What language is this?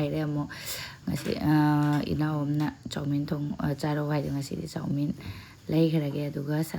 Manipuri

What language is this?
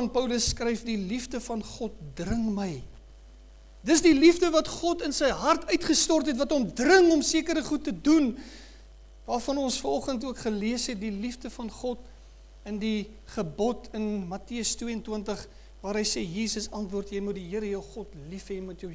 Afrikaans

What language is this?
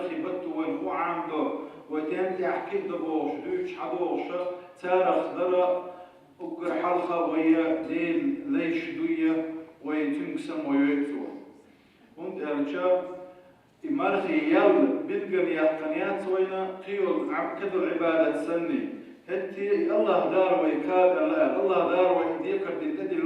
Chechen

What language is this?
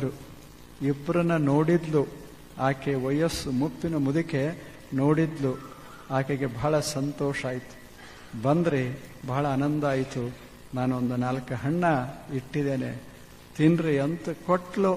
Kannada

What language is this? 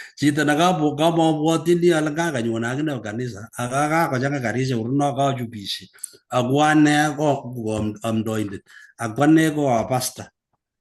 Kalenjin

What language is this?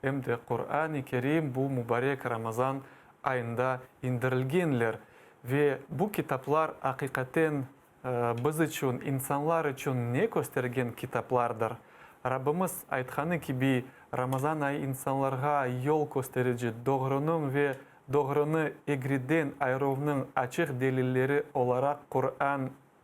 Crimean Tatar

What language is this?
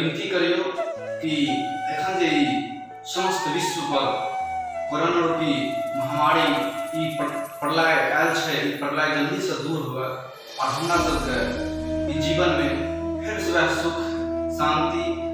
Maithili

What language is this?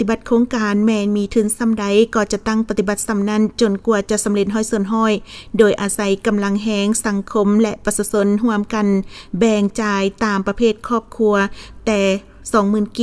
Lao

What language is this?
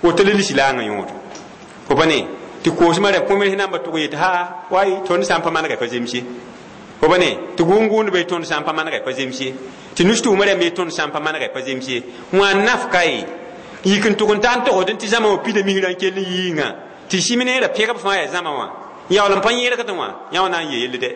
Mossi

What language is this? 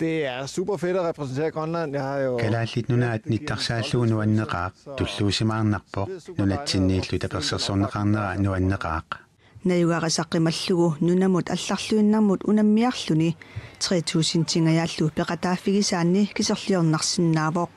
Kalaallisut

